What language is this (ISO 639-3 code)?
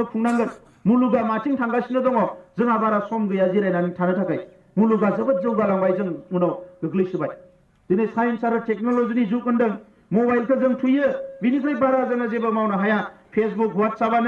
brx